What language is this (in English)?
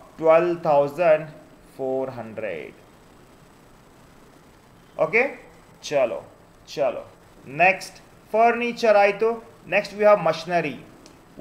Kannada